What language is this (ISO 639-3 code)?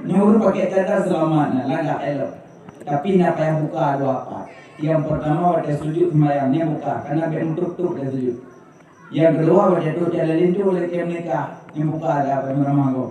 ace